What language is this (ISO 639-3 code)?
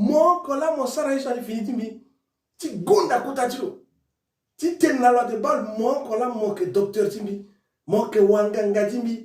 sag